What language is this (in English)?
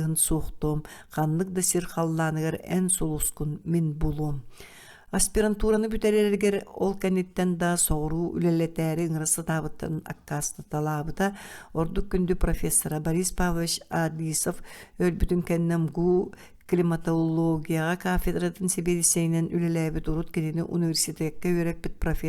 Yakut